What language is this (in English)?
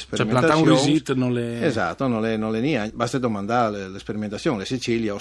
Friulian